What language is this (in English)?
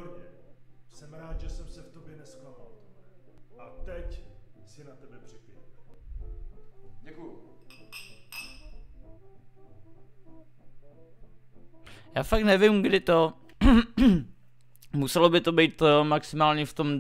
Czech